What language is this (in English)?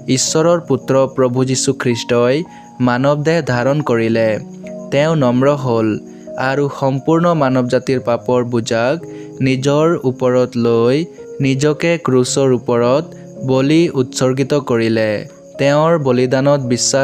Assamese